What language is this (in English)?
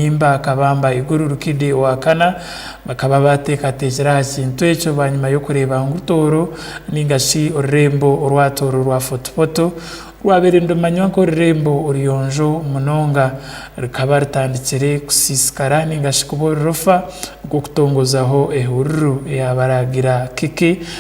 Tooro